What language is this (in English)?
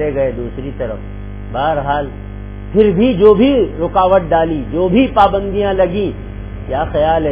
Urdu